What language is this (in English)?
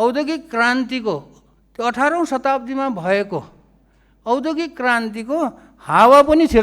Nepali